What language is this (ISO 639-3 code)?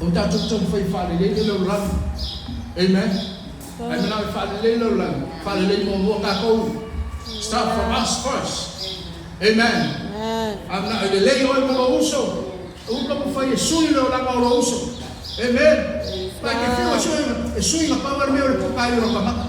smo